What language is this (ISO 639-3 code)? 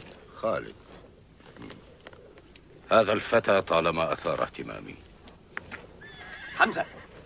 ara